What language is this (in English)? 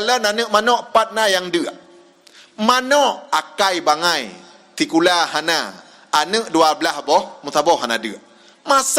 Achinese